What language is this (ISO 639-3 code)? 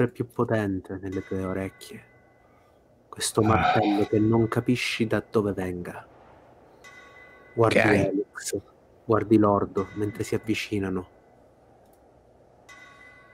ita